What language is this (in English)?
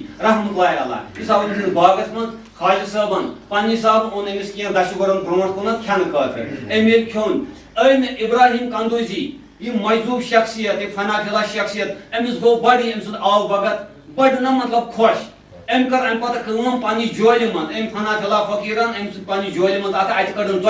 Kashmiri